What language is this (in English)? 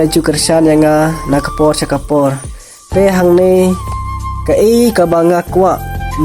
Khasi